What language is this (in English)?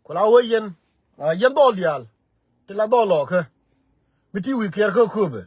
Nuer